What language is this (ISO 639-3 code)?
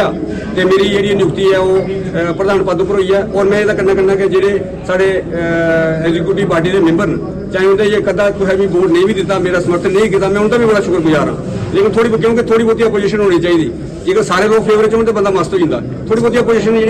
doi